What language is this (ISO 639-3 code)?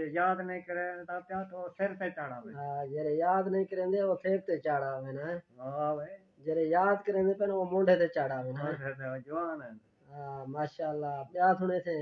skr